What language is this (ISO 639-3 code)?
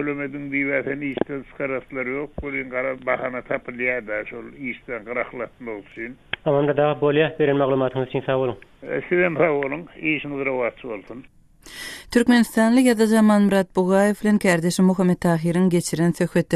tuk